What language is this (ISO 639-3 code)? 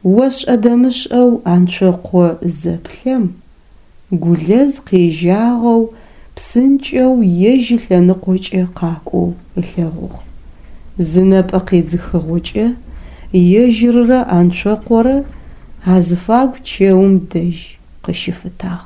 ady